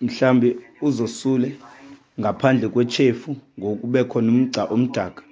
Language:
Xhosa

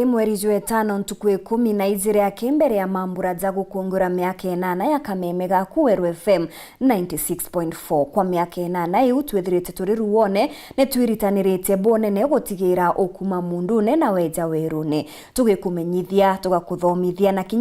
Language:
Meru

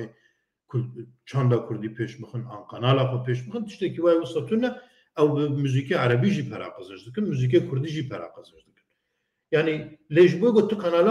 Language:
Kurdish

